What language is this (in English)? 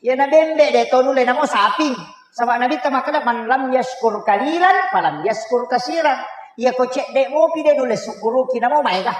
Buginese